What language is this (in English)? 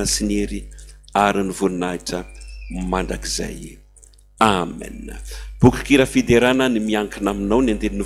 Malagasy